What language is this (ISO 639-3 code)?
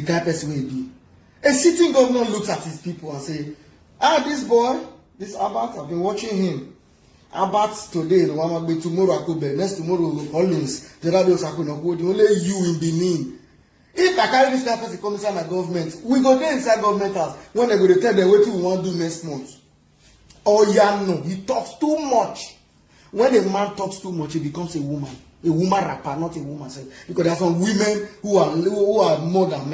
pcm